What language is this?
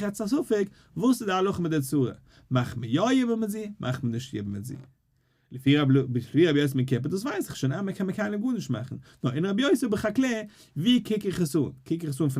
Yiddish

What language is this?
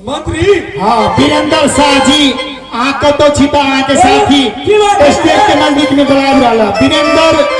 Maithili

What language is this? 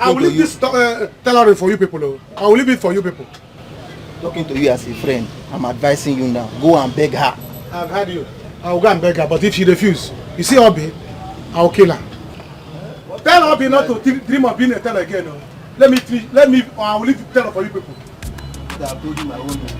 Nigerian Pidgin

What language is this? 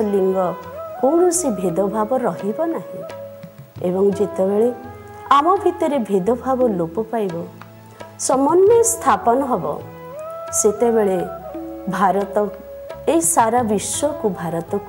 Odia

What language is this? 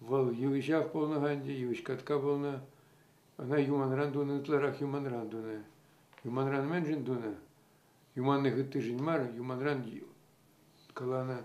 Chuvash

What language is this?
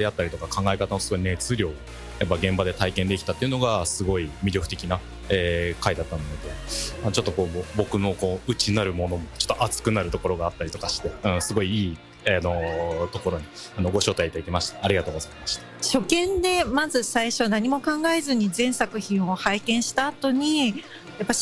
Japanese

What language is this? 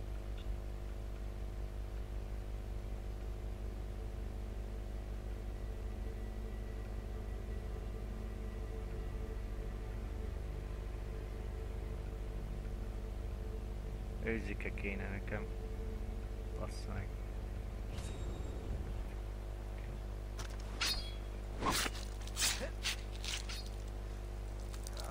Hungarian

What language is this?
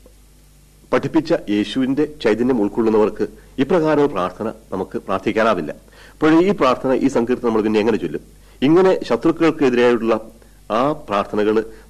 Malayalam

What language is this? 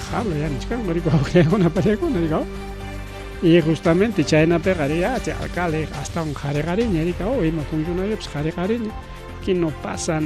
Ayacucho Quechua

